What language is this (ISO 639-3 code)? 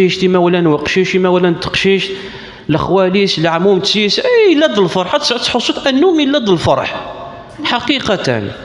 kab